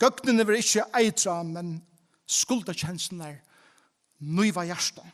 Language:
Faroese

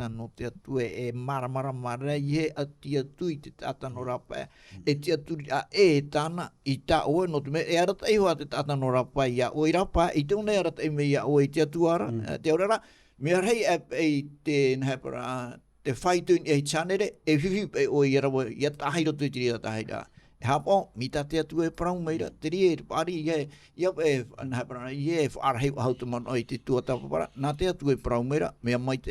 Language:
Tahitian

